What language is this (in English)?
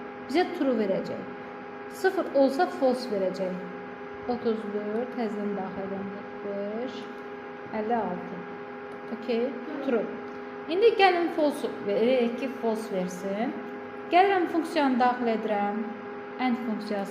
Azerbaijani